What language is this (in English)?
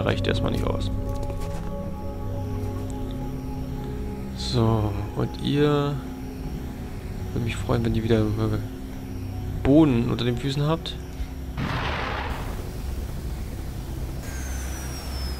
German